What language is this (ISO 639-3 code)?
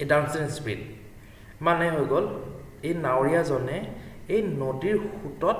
asm